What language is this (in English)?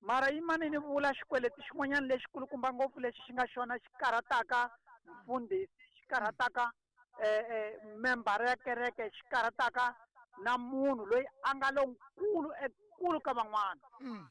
Tsonga